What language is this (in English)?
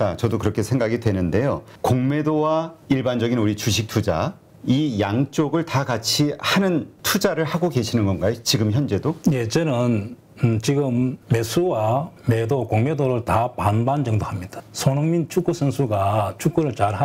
Korean